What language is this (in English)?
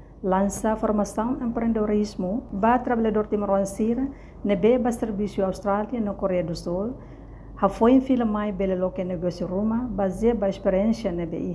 Tetum